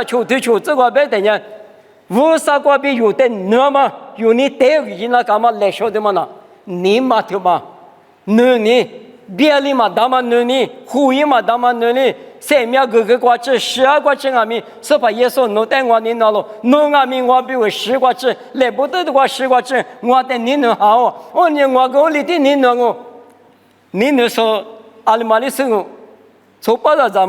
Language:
Lisu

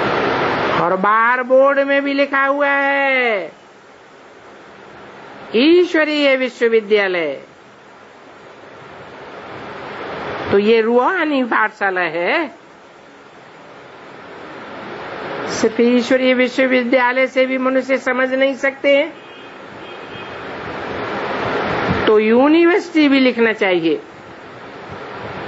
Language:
Hindi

